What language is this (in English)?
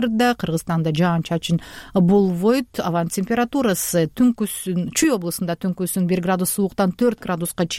Kyrgyz